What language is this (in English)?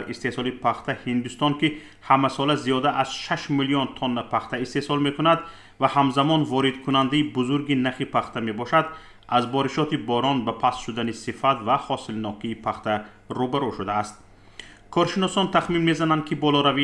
Tajik